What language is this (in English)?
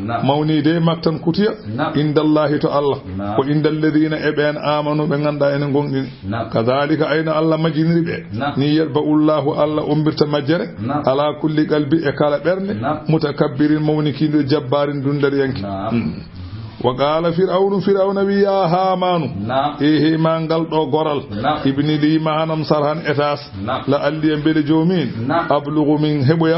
Fula